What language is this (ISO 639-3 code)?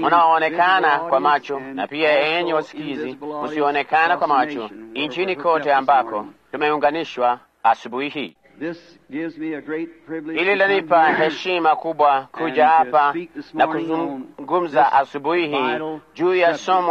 swa